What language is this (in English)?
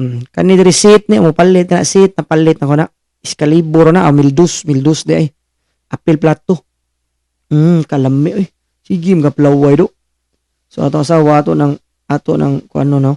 Cebuano